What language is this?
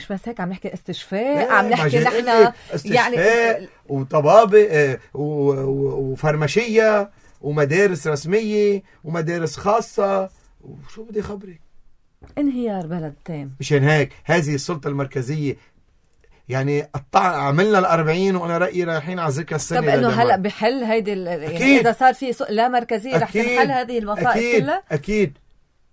North Levantine Arabic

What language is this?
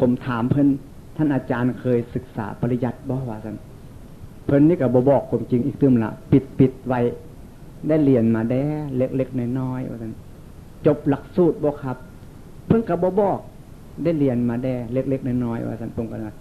Northeastern Thai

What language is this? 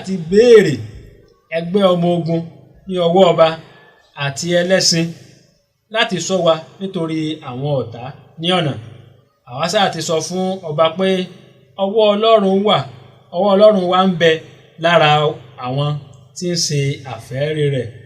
Yoruba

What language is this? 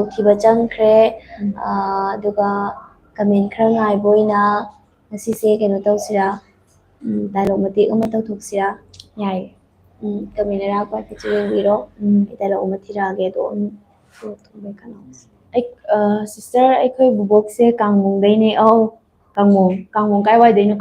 Manipuri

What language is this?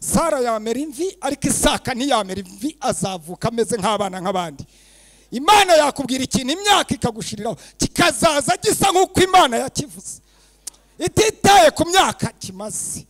Kinyarwanda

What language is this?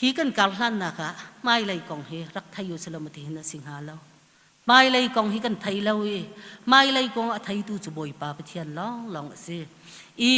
Hakha Chin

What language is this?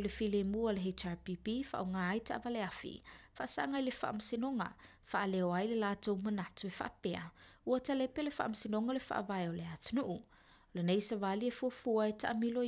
Samoan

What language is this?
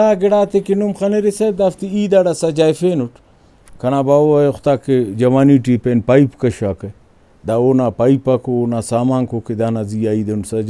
Brahui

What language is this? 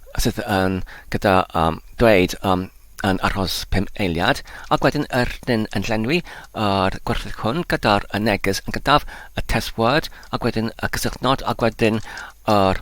Welsh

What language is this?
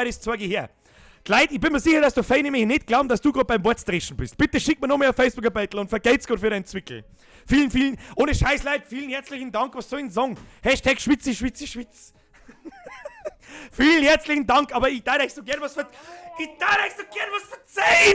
Bavarian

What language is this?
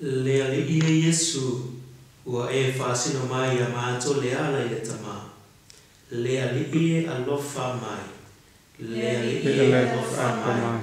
Samoan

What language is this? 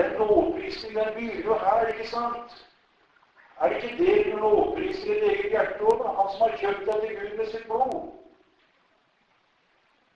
Norwegian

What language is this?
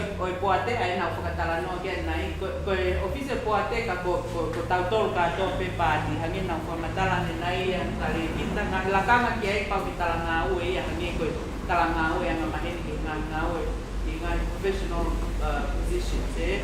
Tongan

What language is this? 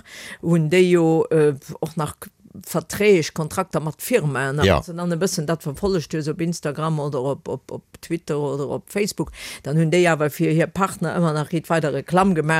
Luxembourgish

